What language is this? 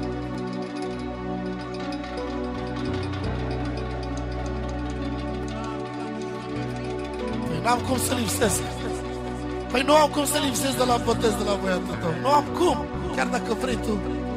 Romanian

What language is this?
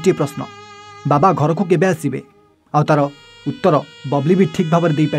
Odia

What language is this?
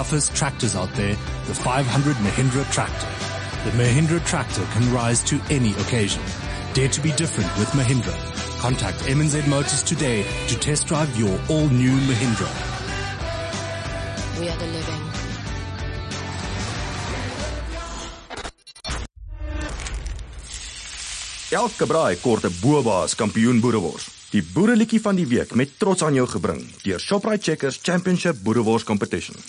Afrikaans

